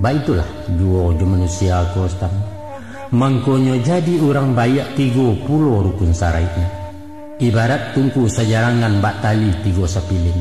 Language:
Minangkabau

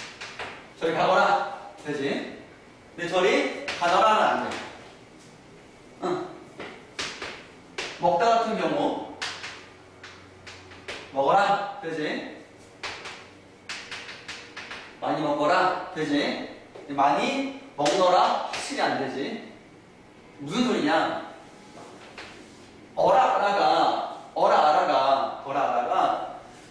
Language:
Korean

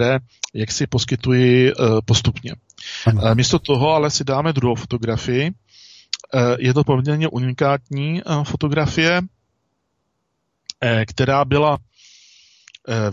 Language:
Czech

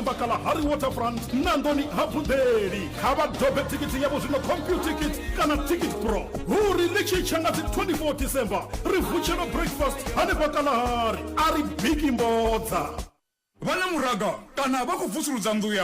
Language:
Venda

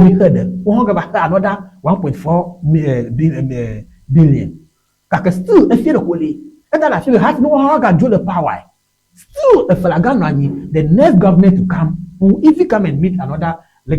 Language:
Ewe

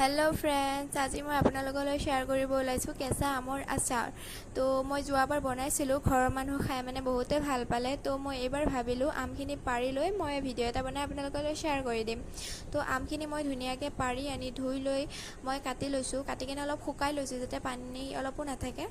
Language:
Assamese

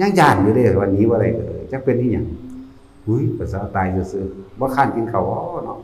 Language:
Northeastern Thai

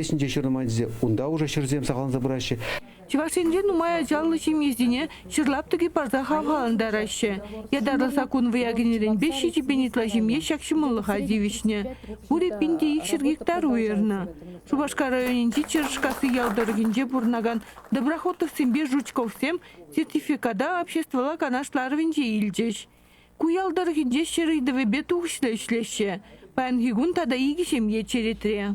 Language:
Chuvash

